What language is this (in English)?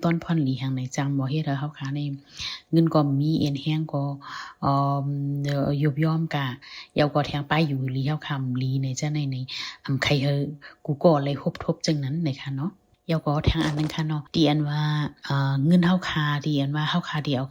Shan